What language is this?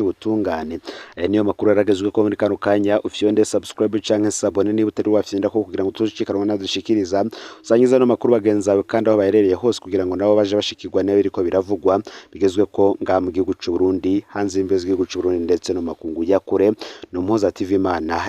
Rundi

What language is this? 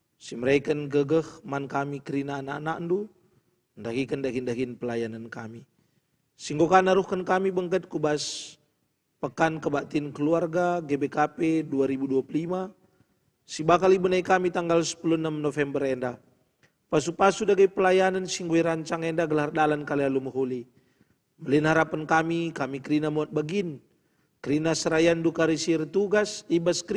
Batak Karo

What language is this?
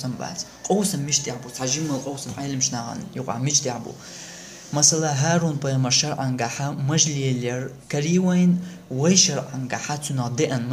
Chechen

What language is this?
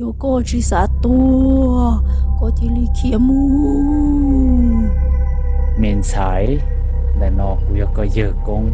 Hmong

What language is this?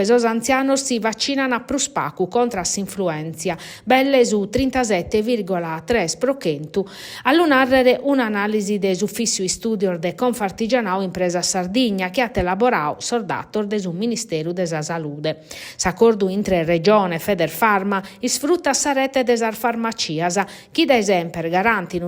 Sardinian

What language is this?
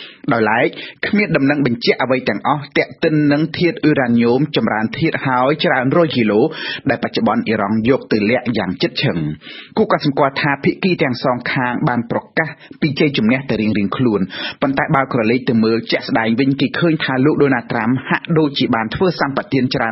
Khmer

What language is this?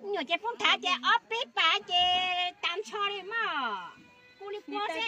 Hmong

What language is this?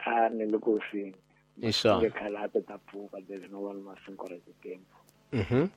Tsonga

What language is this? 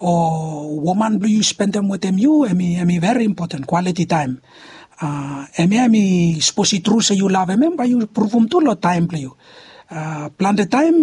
Bislama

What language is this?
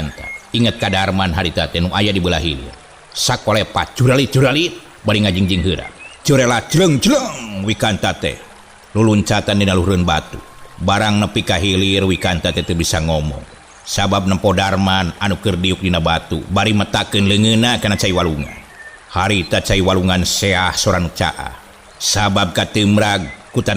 Sundanese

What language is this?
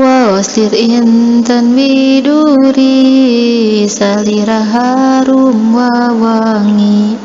Sundanese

